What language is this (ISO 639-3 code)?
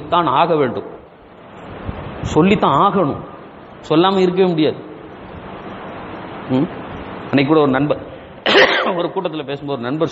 tam